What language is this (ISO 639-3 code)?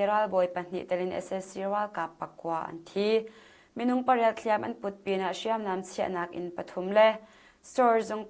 cnh